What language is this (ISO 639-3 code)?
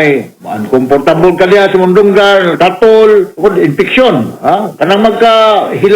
ceb